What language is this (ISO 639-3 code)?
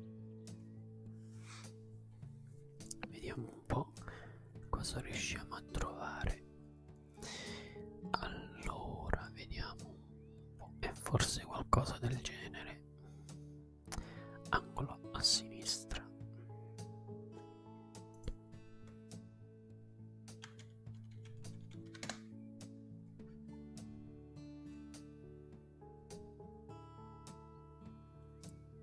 ita